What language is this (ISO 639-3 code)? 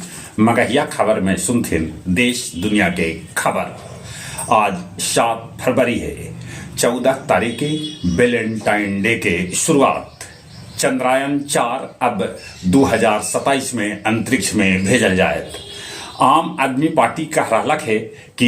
mag